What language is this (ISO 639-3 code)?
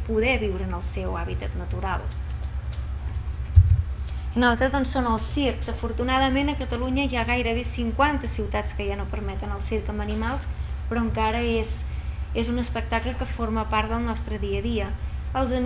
cat